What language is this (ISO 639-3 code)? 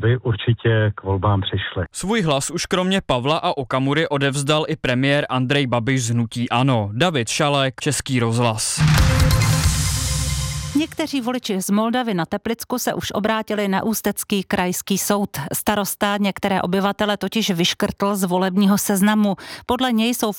ces